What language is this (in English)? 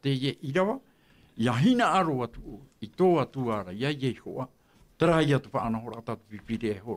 Tahitian